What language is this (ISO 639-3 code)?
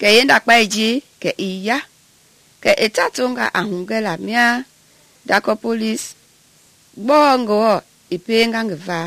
men